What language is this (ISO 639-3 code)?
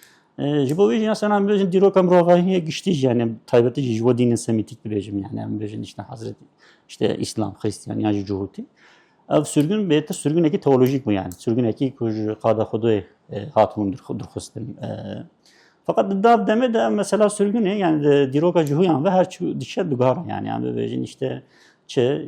kur